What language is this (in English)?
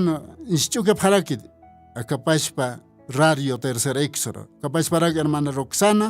Aymara